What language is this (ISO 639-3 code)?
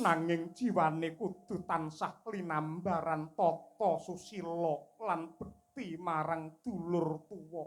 jav